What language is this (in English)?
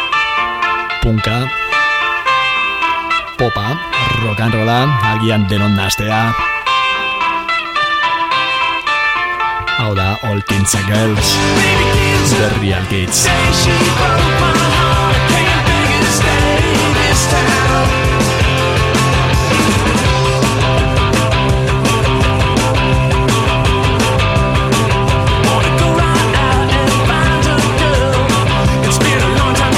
Basque